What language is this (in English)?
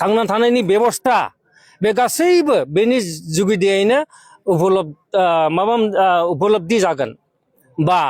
Bodo